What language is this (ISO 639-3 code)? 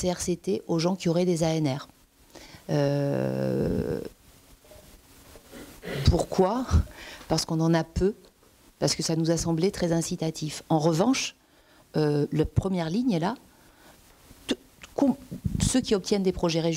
fra